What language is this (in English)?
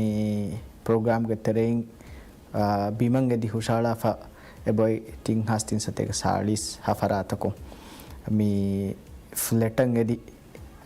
Divehi